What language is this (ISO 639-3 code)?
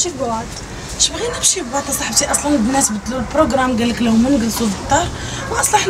ary